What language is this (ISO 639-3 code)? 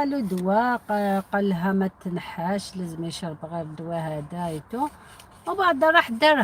arq